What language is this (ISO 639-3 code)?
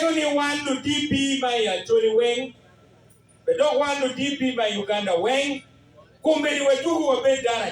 ach